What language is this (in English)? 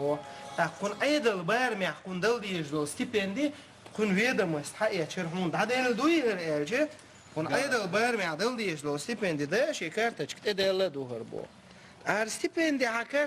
Chechen